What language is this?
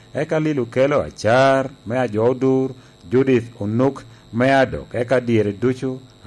Lango (Uganda)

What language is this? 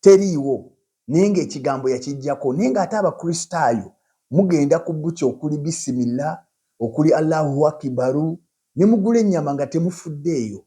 Ganda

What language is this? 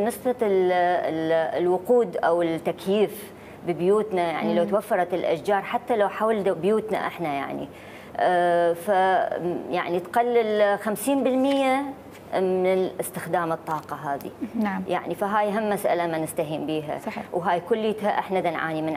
Mesopotamian Arabic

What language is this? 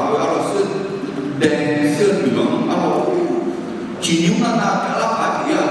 Akha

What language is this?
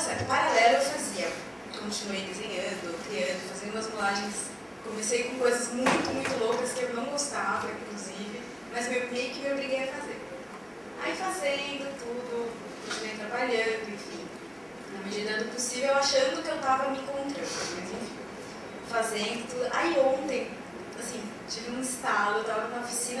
Portuguese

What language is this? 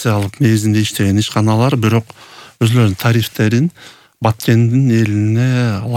Kyrgyz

